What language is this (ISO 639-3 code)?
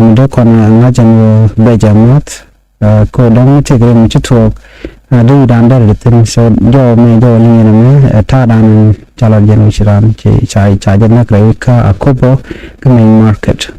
nus